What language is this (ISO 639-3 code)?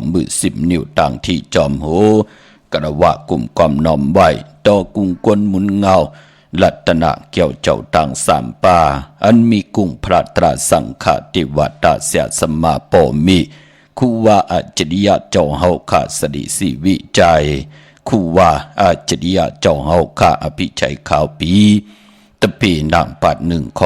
shn